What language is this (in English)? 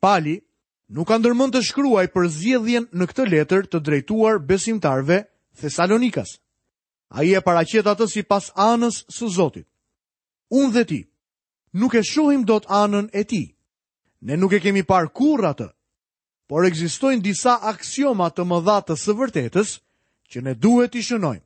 Albanian